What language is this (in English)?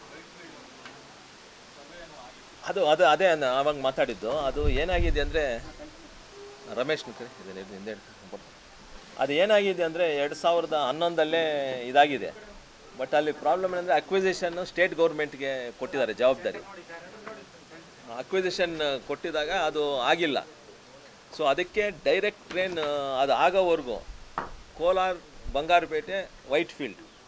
Kannada